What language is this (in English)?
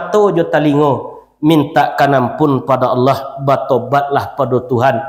Minangkabau